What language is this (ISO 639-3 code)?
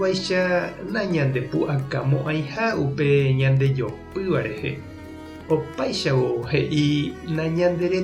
grn